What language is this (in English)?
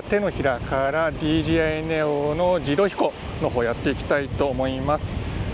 Japanese